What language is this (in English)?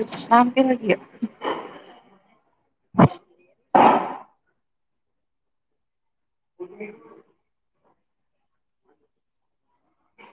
Indonesian